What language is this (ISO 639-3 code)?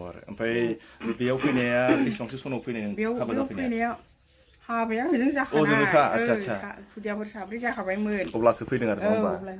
brx